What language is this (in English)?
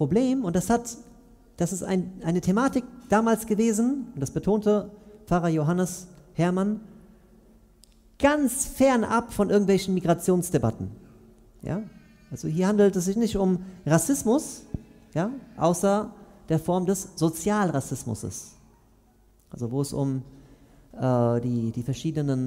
German